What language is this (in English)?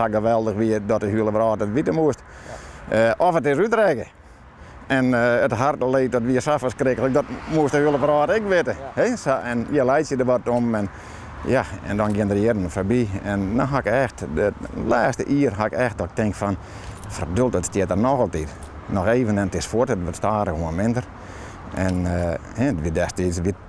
Western Frisian